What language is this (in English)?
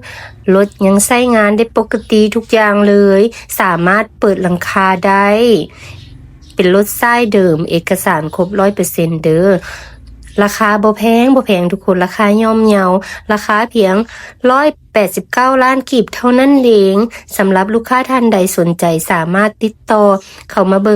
Lao